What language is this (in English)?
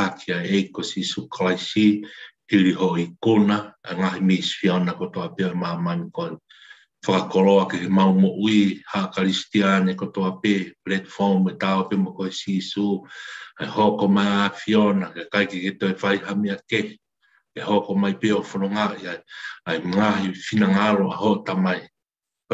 Tongan